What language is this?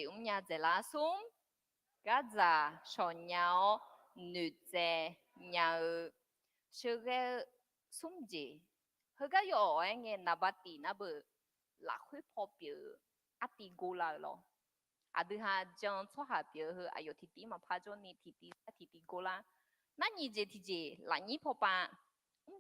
Akha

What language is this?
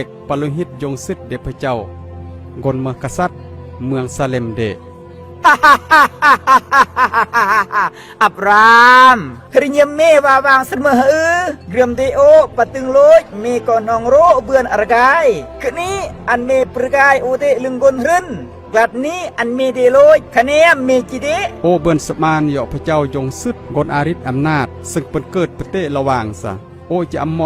Khmu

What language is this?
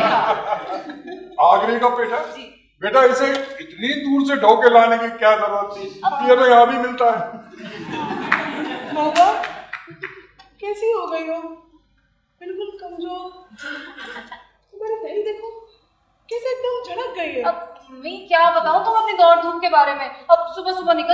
Hindi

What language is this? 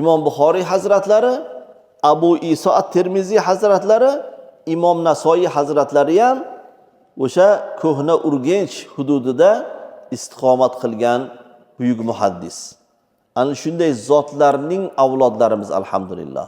Uzbek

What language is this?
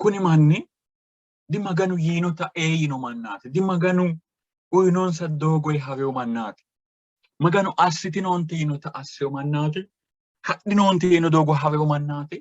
Sidamo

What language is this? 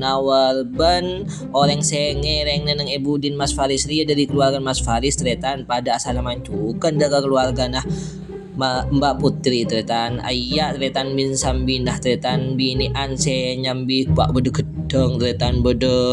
Madurese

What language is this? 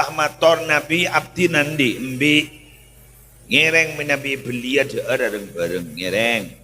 Madurese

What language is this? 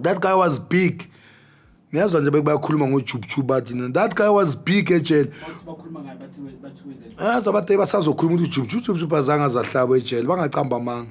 Zulu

